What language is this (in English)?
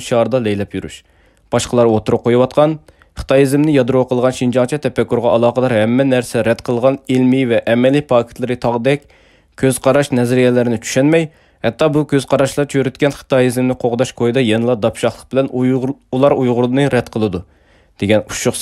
Uyghur